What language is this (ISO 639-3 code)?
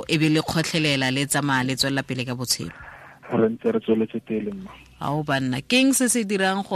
tsn